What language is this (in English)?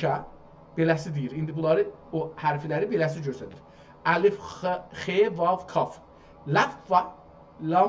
South Azerbaijani